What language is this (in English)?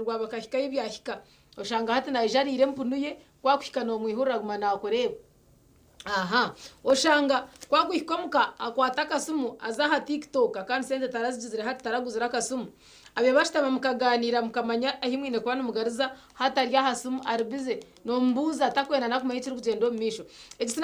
Nyankole